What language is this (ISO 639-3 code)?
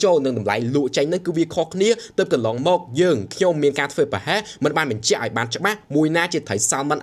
khm